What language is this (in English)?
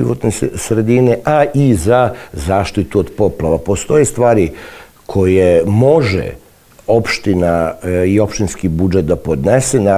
Serbian